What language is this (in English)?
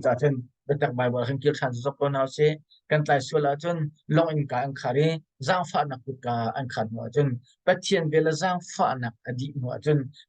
Hakha Chin